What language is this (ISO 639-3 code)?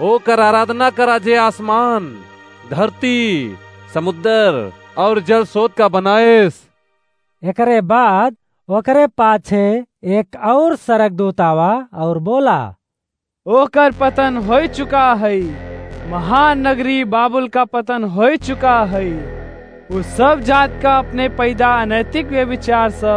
awa